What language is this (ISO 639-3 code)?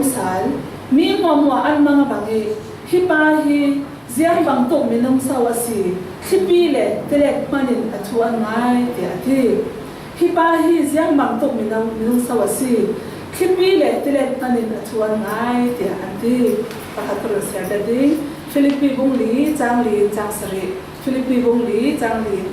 cfm